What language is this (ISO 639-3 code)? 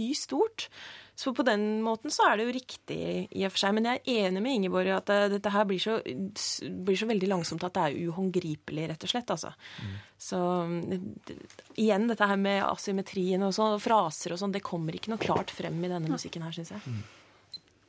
nor